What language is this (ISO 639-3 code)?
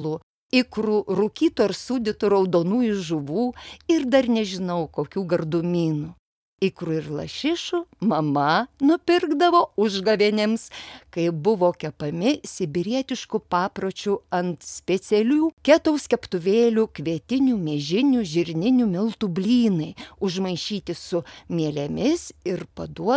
lit